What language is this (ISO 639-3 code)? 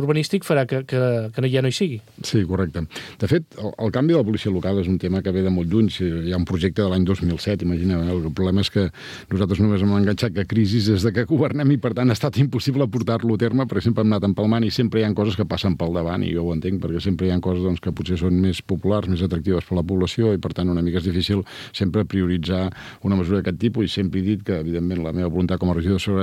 cat